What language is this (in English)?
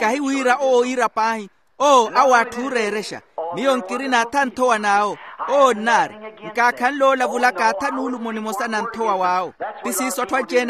Makhuwa